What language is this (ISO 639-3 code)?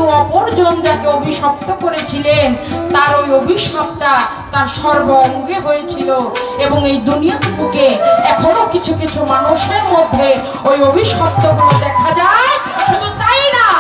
ben